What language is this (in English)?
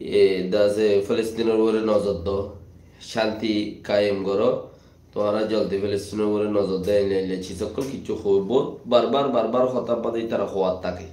Rohingya